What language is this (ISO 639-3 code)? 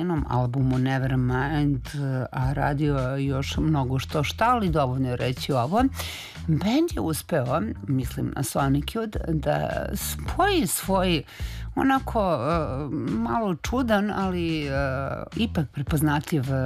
srp